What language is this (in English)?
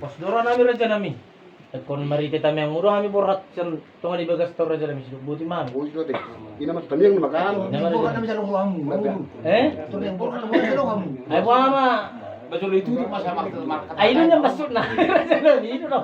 Batak Toba